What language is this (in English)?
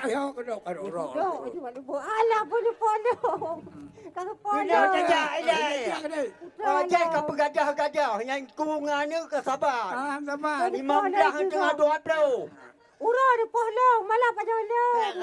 Achinese